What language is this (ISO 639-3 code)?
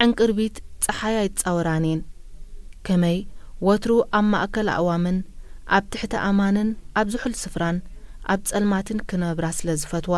tir